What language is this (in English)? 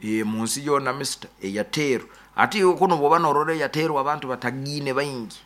Nyoro